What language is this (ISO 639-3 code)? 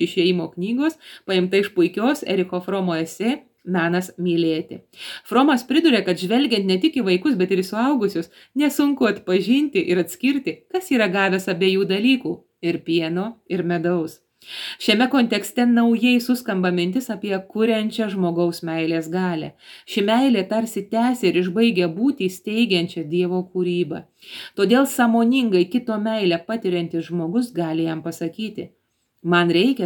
lit